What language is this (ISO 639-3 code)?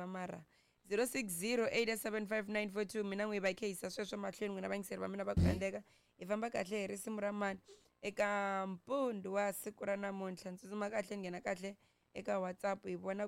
tso